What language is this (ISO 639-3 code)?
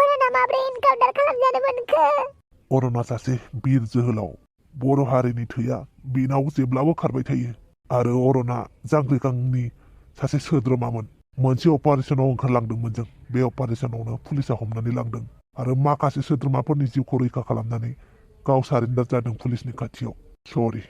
brx